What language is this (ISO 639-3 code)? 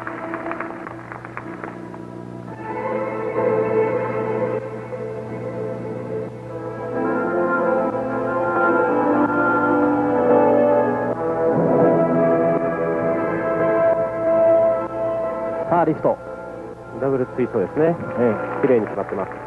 jpn